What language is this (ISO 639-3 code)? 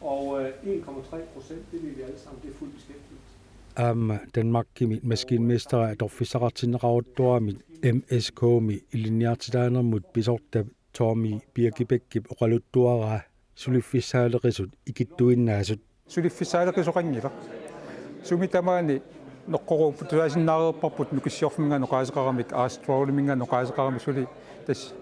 kal